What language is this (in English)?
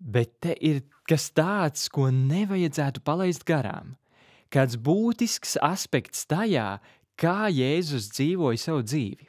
Latvian